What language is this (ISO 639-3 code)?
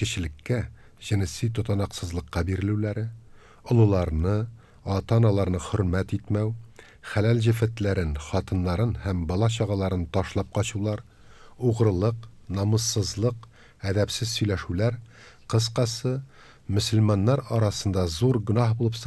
tat